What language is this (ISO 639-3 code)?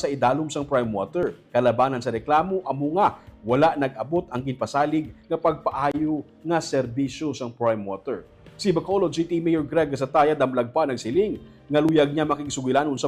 hil